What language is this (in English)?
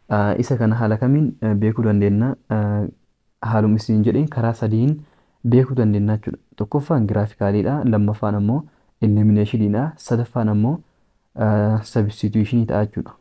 Oromo